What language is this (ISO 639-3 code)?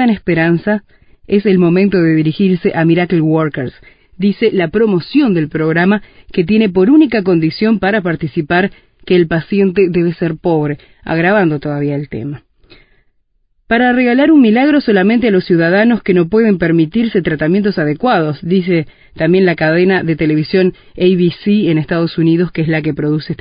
spa